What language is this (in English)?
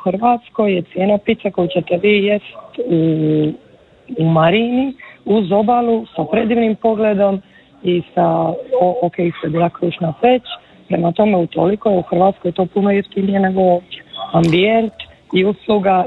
Croatian